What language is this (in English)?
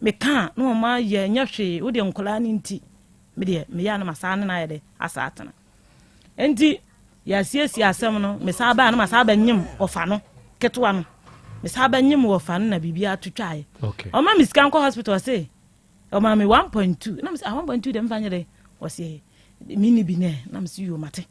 Akan